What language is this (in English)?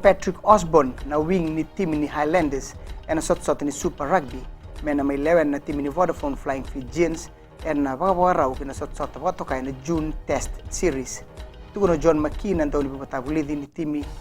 Fijian